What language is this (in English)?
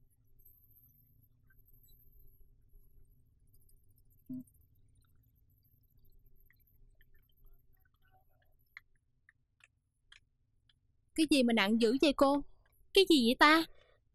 Vietnamese